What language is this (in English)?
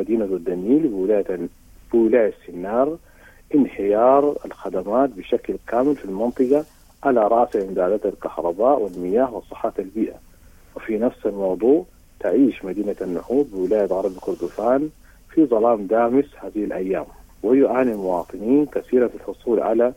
Sudanese Arabic